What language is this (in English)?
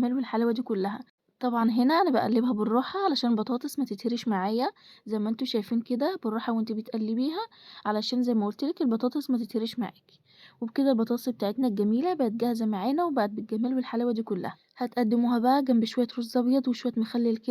Egyptian Arabic